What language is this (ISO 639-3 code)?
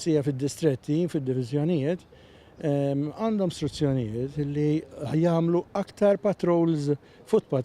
mlt